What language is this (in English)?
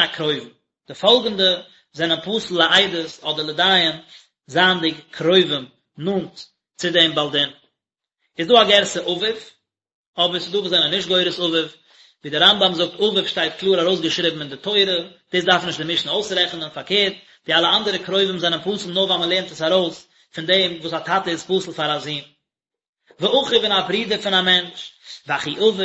Yiddish